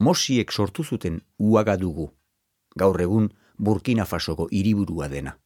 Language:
Basque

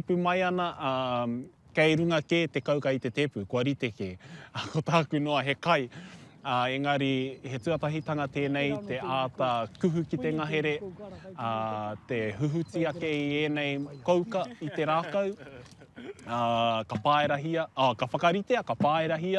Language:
Māori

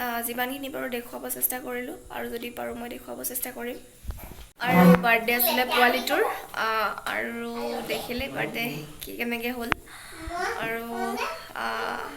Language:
Assamese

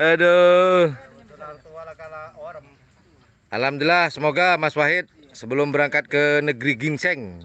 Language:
Madurese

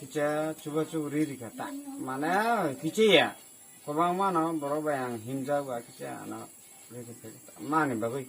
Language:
Kok Borok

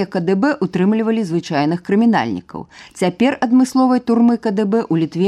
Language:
Belarusian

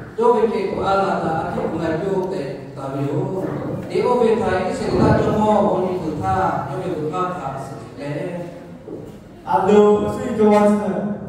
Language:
Lahu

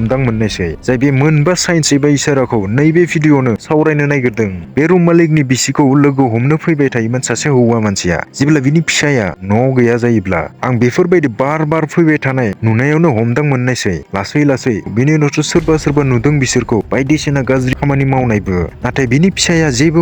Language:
Bodo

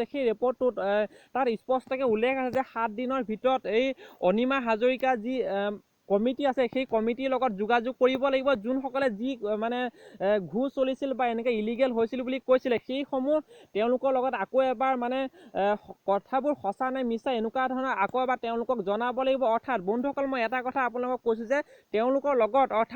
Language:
Assamese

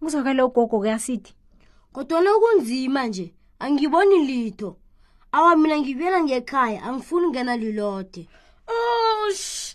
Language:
South Ndebele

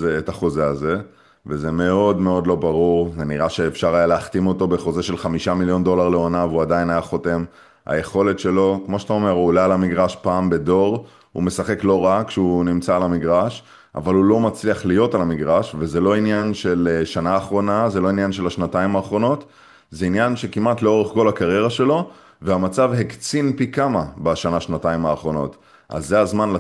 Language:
Hebrew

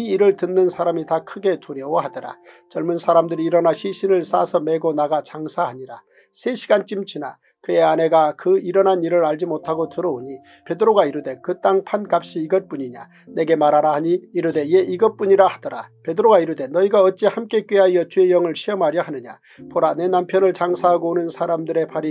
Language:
Korean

